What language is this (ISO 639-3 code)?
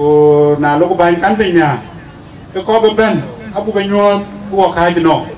din